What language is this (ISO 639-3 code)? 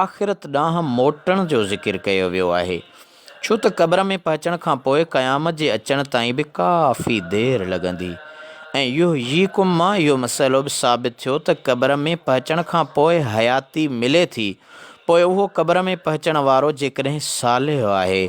snd